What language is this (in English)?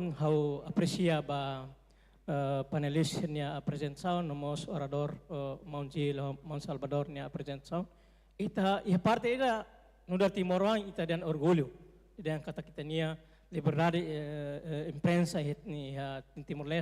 Tetum